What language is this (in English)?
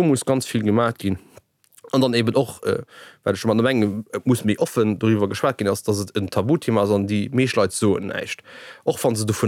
Luxembourgish